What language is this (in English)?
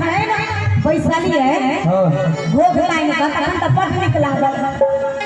Maithili